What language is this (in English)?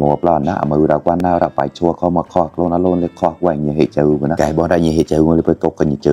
Mon